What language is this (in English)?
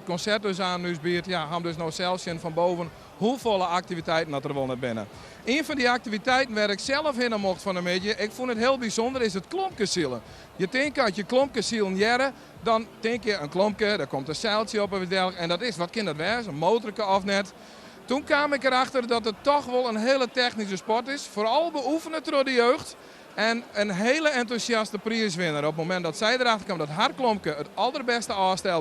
Western Frisian